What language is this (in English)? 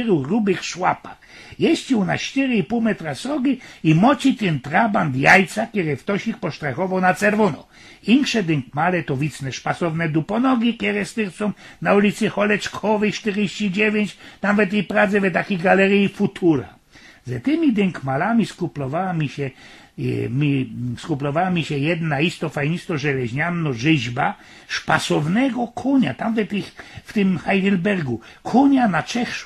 Silesian